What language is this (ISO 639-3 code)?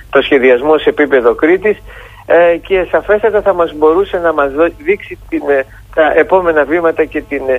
ell